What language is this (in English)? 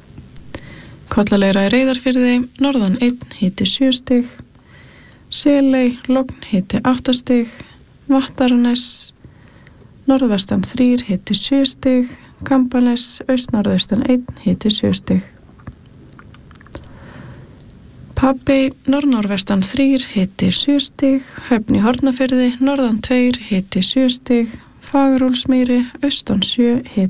Icelandic